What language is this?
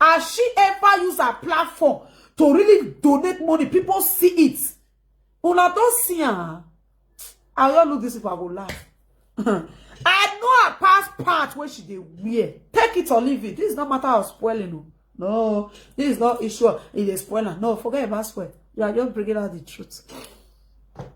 Nigerian Pidgin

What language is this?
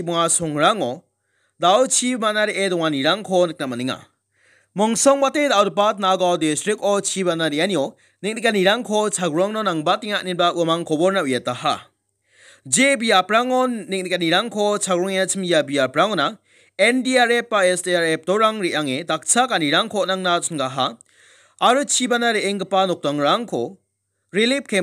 Garo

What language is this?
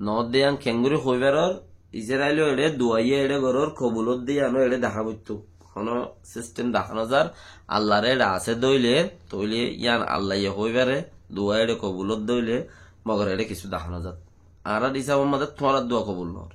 Rohingya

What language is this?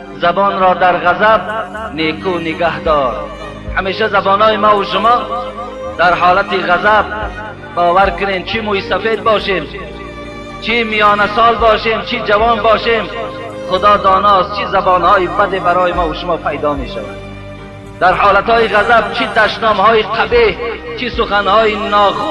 Tajik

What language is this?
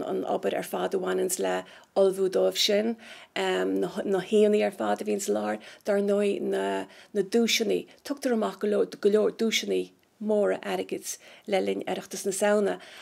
Irish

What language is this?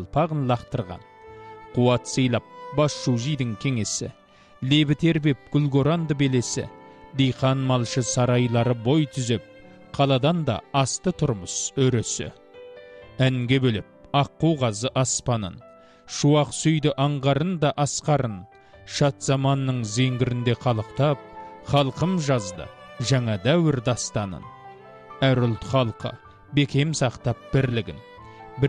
Kazakh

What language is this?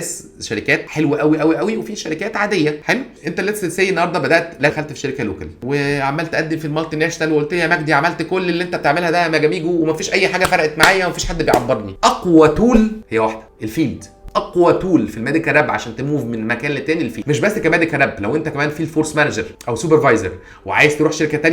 Egyptian Arabic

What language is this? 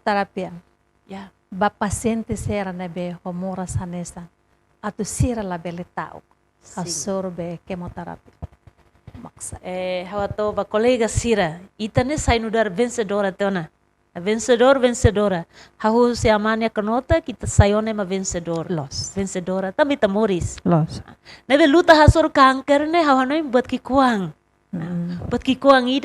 Tetum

